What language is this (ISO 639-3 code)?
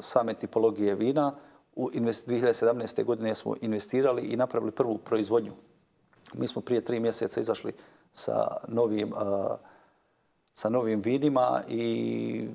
bos